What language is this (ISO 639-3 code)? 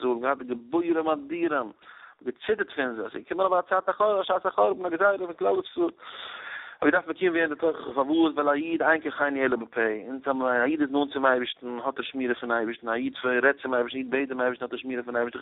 yid